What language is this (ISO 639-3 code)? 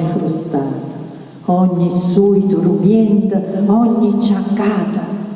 nap